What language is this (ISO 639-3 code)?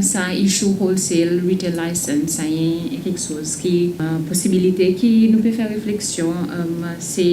crs